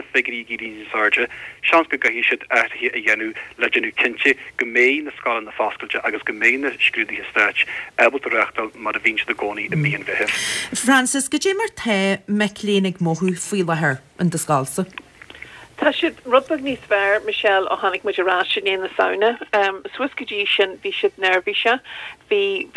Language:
Irish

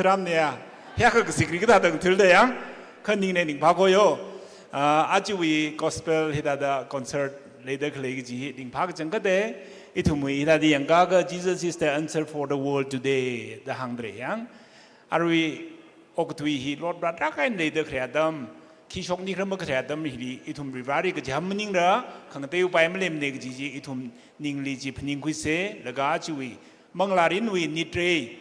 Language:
Tangkhul Naga (India)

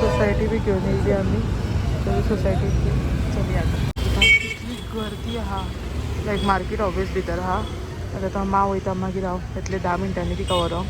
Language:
Konkani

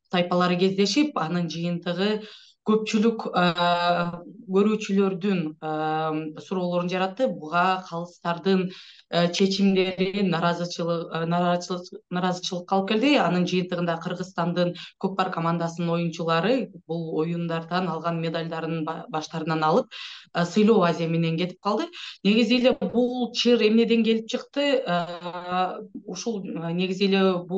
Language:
Kyrgyz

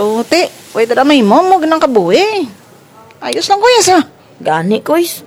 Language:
Hiligaynon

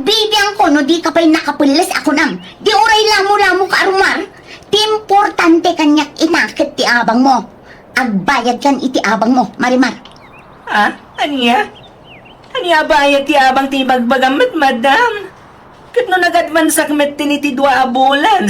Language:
Iloko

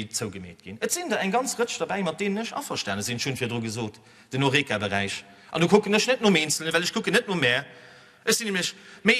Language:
Luxembourgish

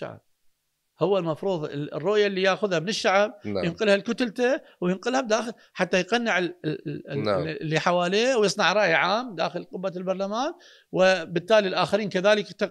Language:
Mesopotamian Arabic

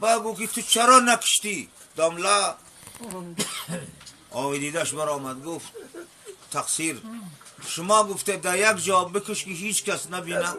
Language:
Tajik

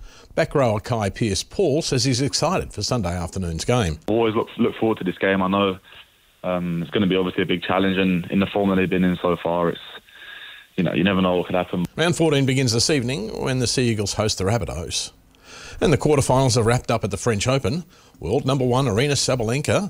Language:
English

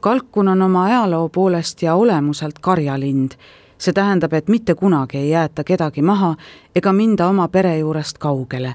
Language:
Estonian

